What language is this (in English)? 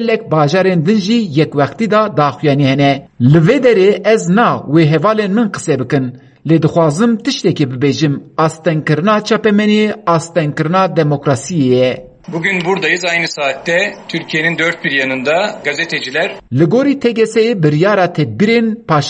Kurdish